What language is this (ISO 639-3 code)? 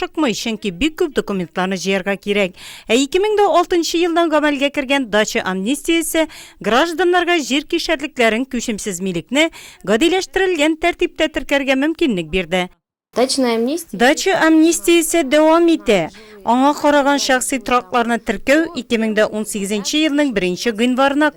tat